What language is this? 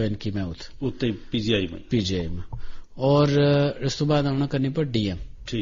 Gujari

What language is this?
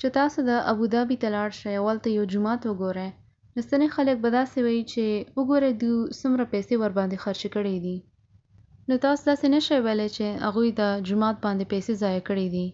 Pashto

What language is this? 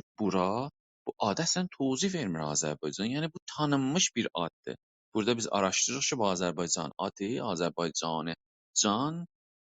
South Azerbaijani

